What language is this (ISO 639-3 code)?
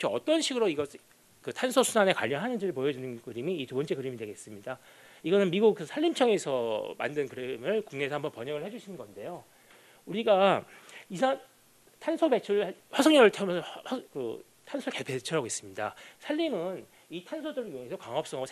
kor